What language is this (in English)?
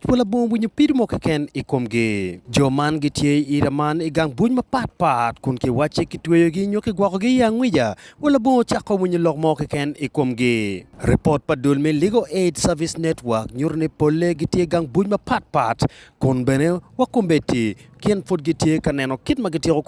Acoli